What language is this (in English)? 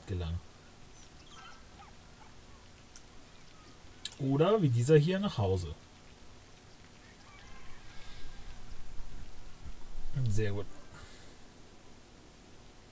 German